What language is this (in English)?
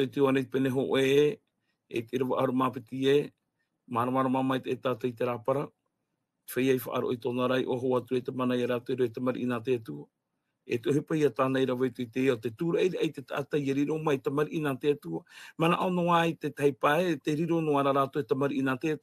Tahitian